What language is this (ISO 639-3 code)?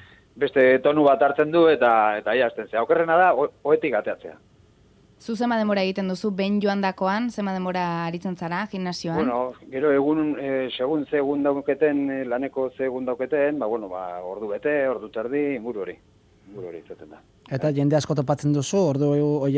eus